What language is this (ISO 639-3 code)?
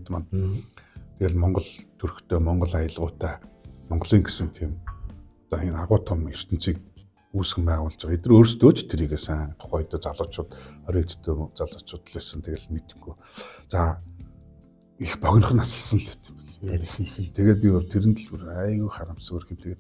mon